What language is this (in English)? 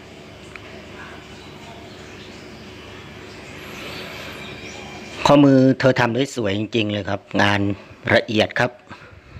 Thai